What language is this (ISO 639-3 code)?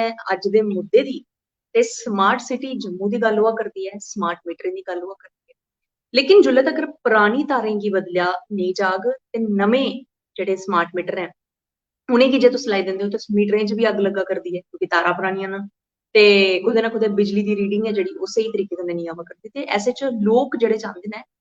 doi